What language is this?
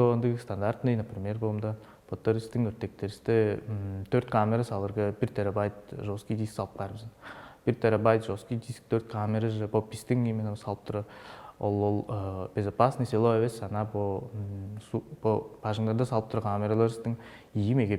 Tuvinian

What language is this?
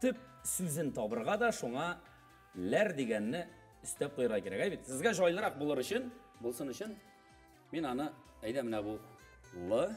Tatar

